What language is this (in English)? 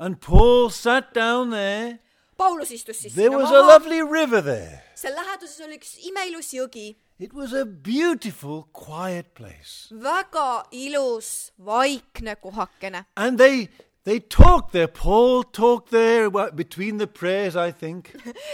Estonian